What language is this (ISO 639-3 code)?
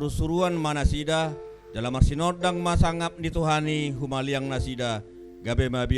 bbc